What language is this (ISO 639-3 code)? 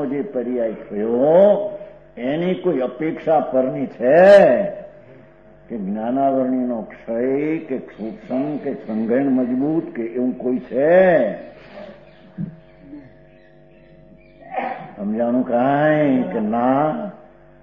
guj